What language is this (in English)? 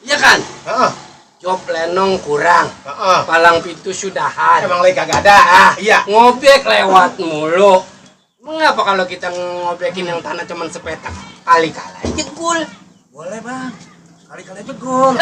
Betawi